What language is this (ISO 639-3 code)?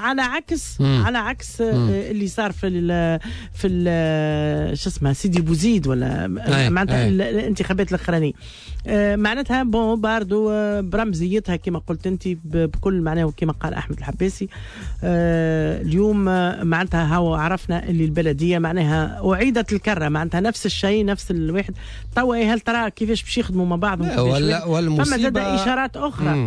aeb